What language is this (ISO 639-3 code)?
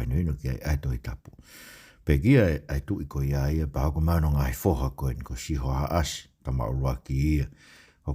ton